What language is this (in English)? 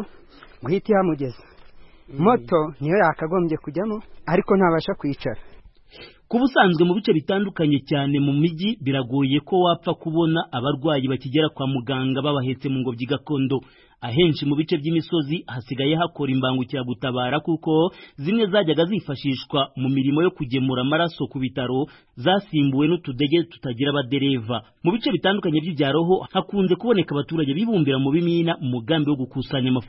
Kinyarwanda